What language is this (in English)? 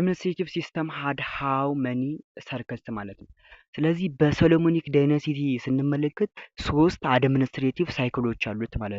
Amharic